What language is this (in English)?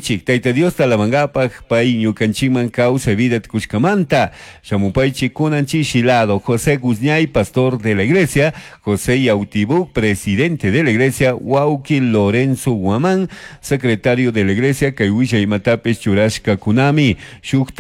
Chimborazo Highland Quichua